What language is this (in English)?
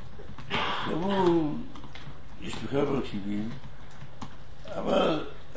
Hebrew